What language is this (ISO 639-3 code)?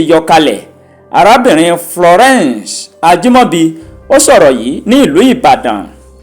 yor